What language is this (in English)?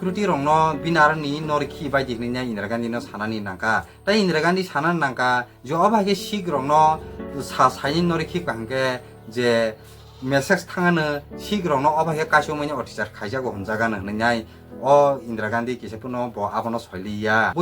Kok Borok